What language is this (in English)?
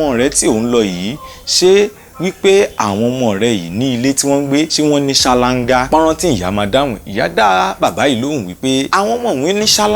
Yoruba